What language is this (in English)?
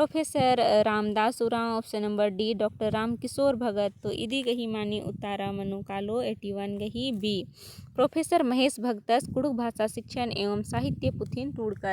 Kurukh